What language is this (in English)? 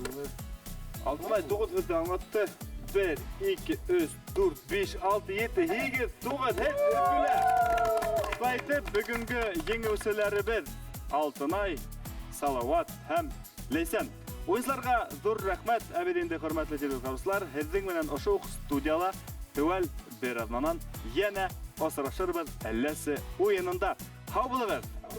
Bashkir